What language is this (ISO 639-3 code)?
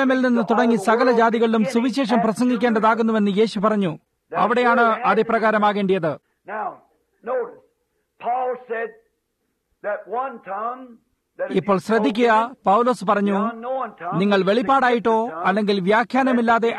mal